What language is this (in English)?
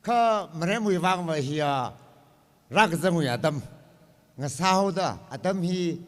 Tangkhul Naga (India)